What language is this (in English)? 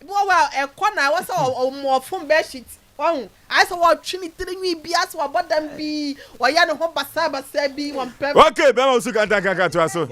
Akan